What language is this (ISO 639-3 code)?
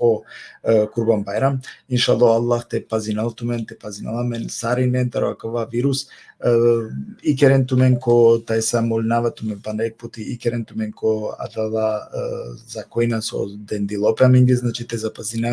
rmn